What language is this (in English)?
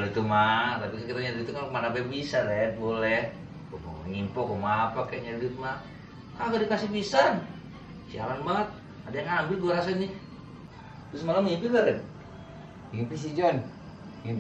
Betawi